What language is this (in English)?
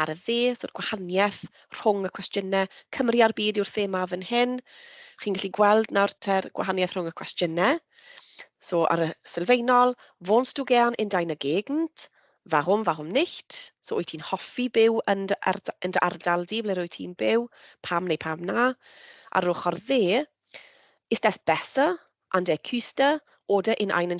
Welsh